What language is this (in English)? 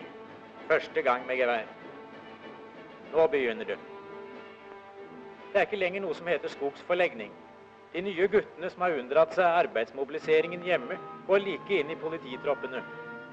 Norwegian